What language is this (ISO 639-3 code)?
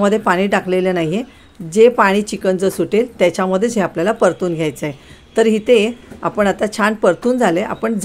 mar